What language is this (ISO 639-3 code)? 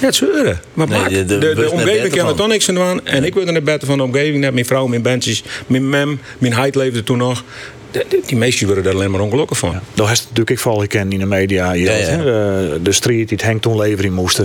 fry